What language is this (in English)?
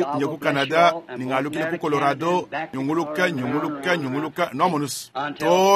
Luba-Lulua